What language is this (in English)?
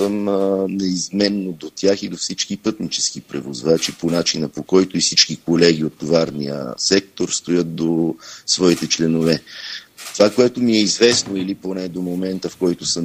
Bulgarian